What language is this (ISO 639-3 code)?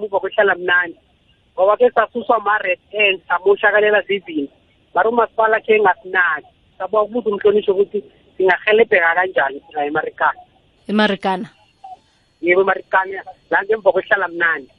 nbl